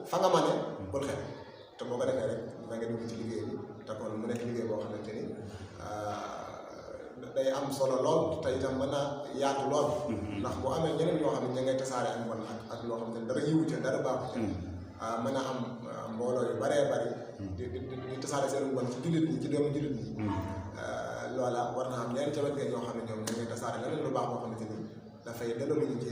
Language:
Wolof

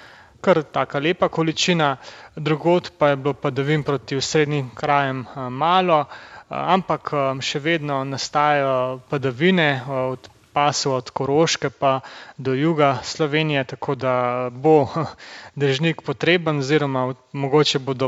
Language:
Slovenian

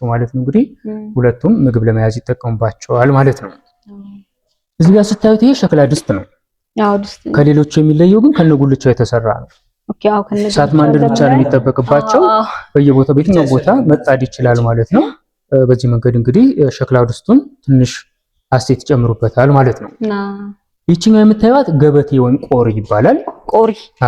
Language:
Amharic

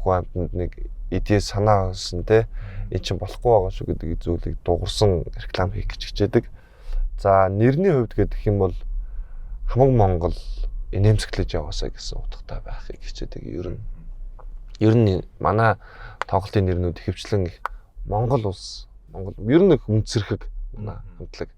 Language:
Mongolian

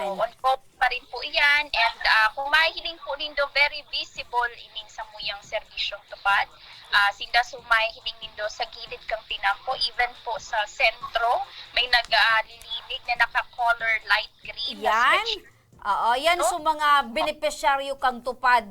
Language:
Bikol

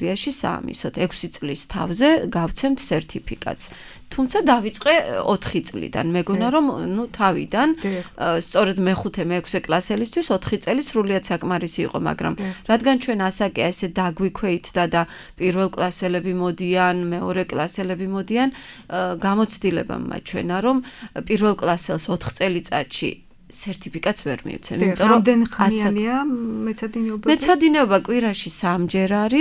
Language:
Georgian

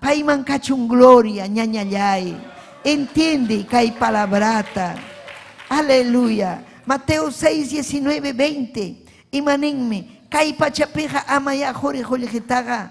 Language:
Ayacucho Quechua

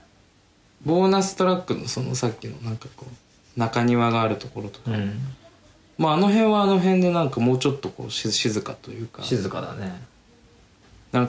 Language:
Japanese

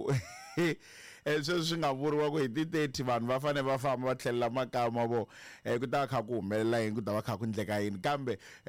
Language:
Tsonga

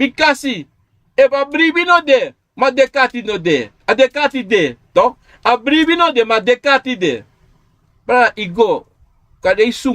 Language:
Sranan Tongo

